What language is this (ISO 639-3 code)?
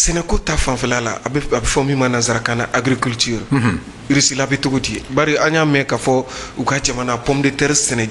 bam